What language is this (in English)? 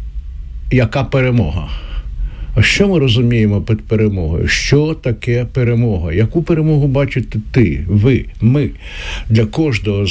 Ukrainian